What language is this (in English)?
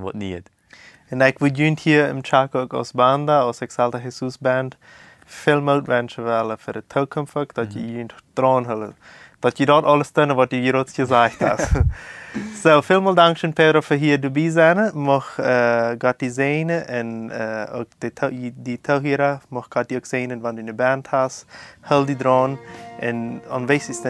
Plautdietsch